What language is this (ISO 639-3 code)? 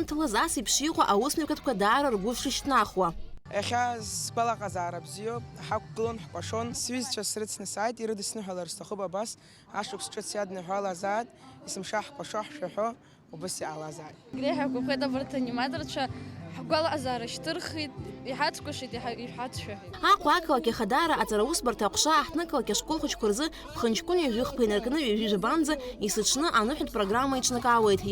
abk